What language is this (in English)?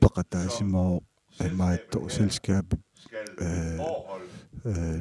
Kalaallisut